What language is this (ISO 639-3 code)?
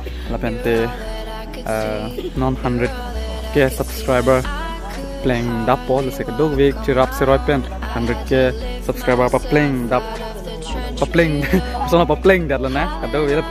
mjw